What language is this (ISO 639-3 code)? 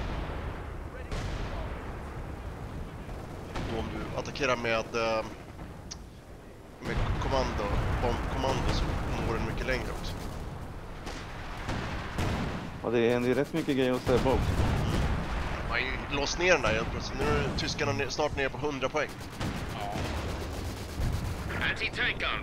swe